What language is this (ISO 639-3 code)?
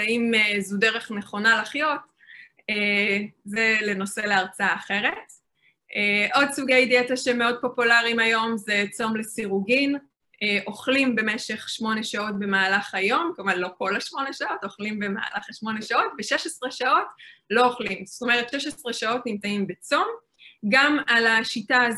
heb